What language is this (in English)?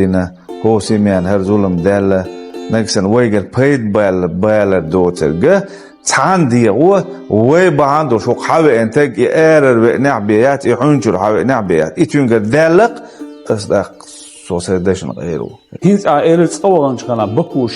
Chechen